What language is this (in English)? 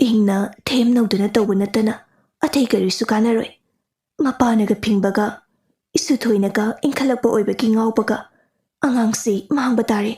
Manipuri